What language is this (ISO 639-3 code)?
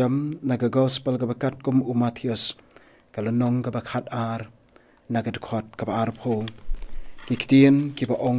kha